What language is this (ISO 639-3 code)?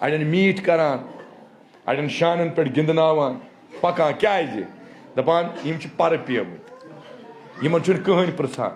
kas